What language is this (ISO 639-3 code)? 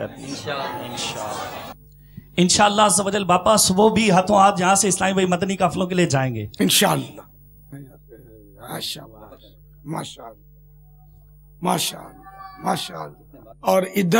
urd